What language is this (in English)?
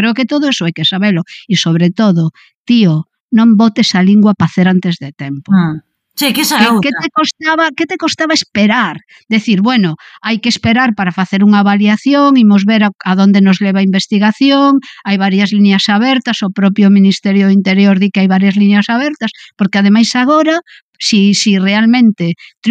Galician